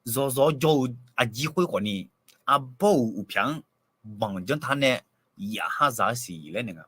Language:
Akha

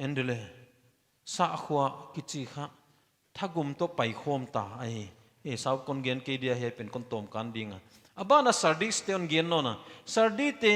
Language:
Paite Chin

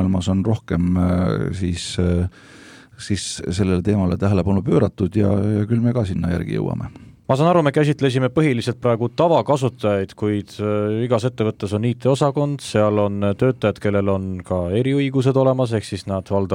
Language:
Estonian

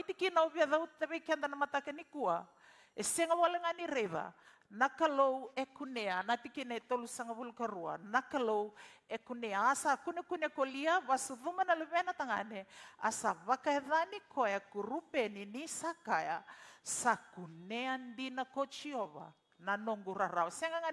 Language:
Fijian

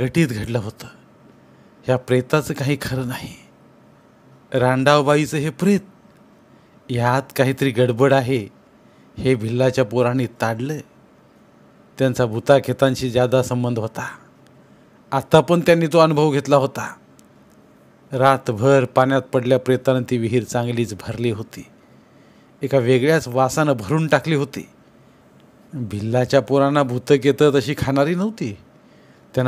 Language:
Marathi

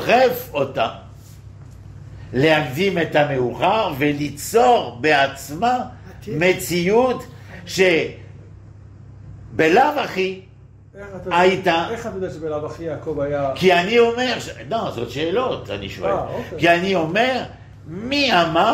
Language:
Hebrew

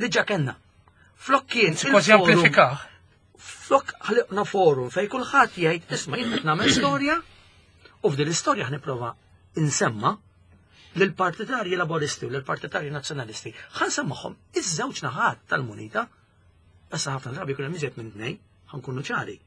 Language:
Maltese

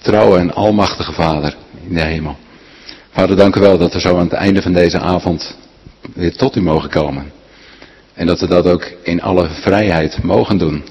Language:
Dutch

